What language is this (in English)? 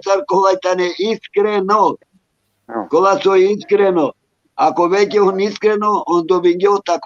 Balkan Romani